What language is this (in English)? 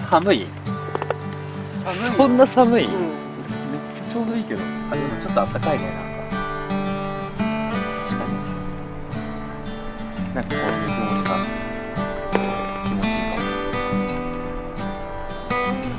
Japanese